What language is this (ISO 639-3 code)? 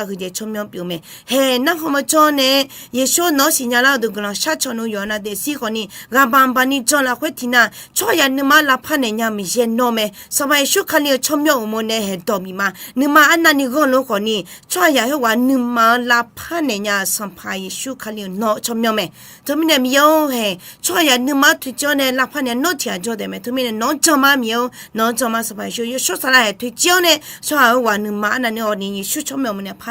ahk